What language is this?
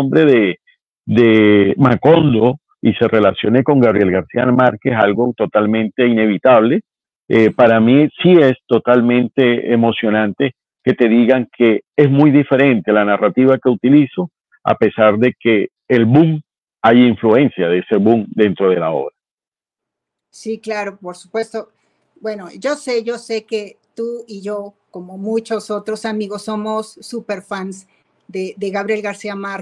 Spanish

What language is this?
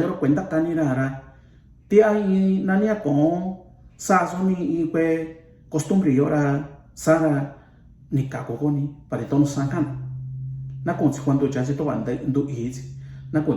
Mixtepec Mixtec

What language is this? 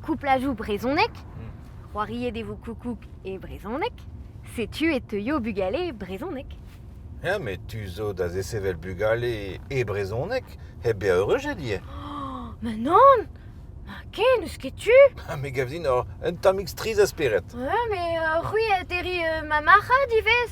Breton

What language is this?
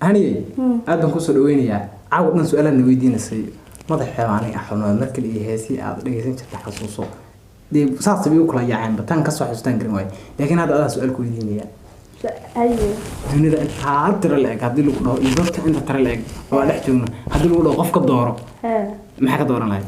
Somali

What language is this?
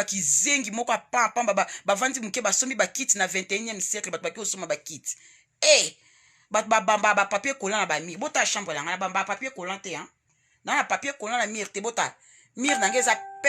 Lingala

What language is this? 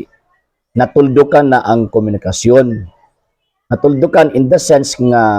Cebuano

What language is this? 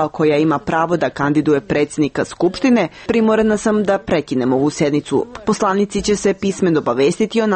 Serbian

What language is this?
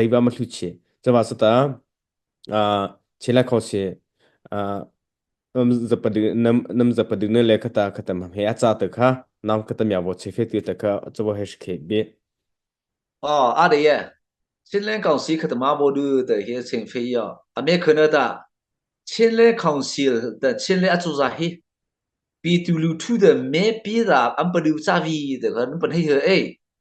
Mara Chin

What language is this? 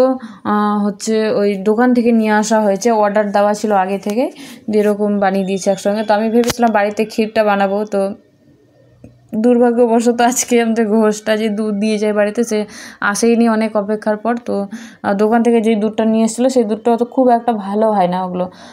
Bangla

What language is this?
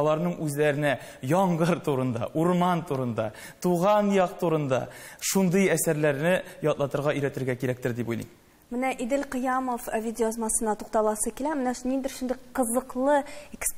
Tatar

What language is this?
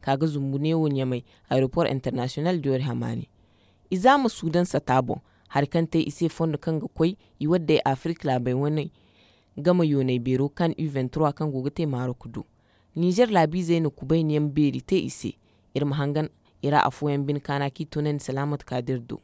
Zarma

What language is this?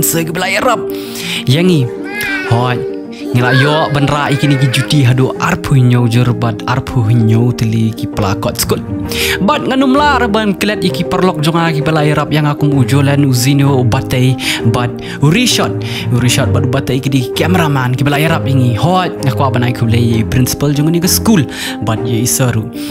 Khasi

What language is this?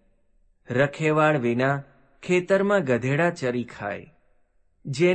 Gujarati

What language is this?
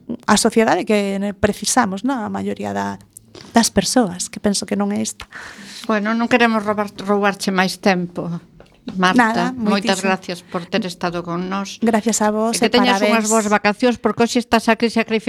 Galician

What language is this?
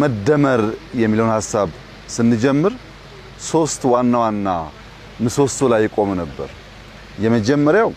Amharic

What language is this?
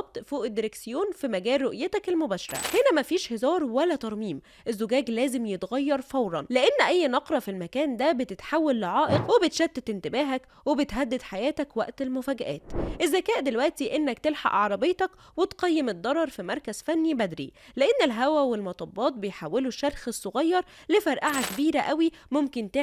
Egyptian Arabic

